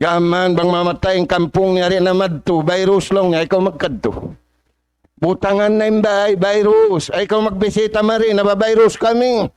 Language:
Tausug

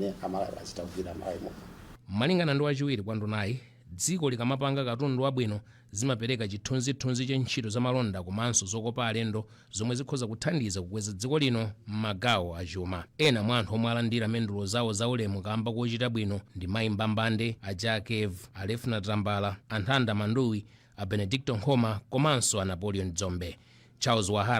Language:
Nyanja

